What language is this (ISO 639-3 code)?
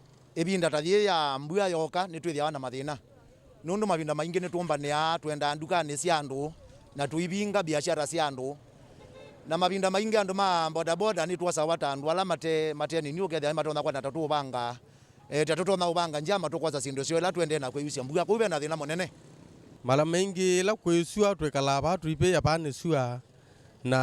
kam